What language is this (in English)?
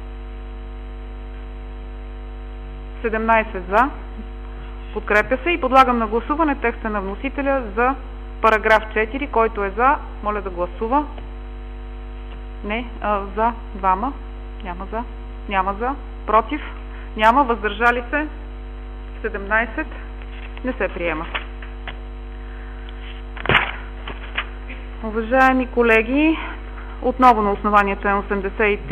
Bulgarian